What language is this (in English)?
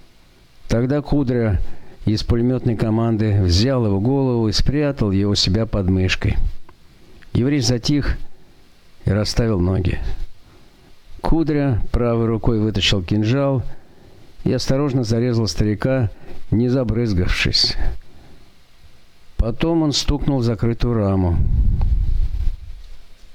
Russian